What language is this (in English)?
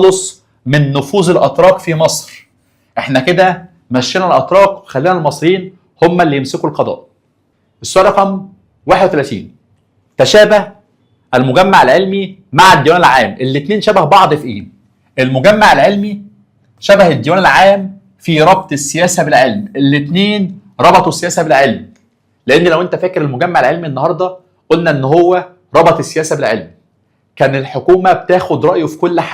Egyptian Arabic